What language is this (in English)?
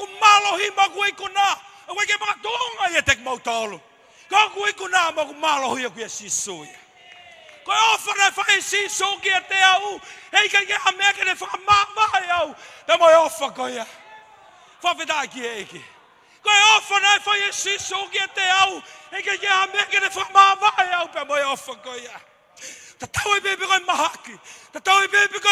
Tongan